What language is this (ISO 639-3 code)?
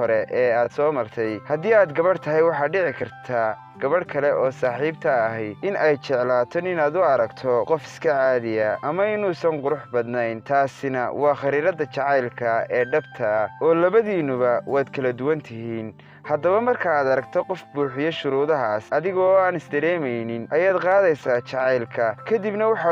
som